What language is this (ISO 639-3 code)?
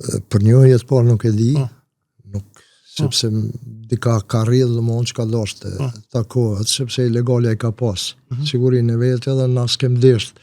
sqi